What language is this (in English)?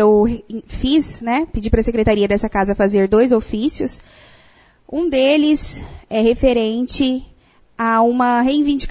Portuguese